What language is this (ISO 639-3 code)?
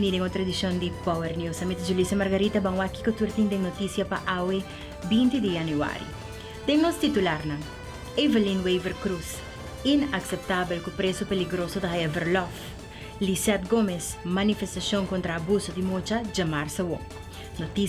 pap